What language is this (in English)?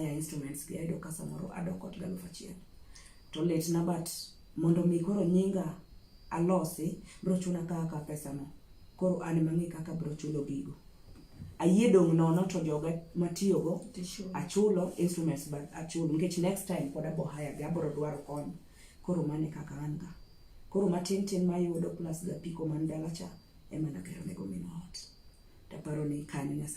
Luo (Kenya and Tanzania)